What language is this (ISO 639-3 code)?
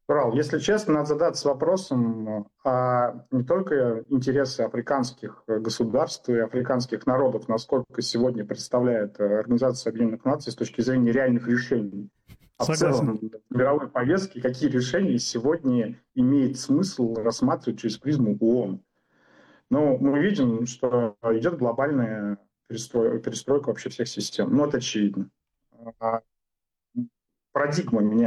rus